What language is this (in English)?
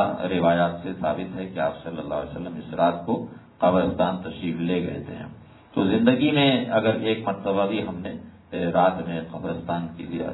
Urdu